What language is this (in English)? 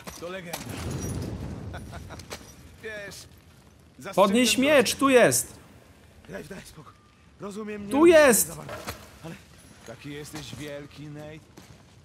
Polish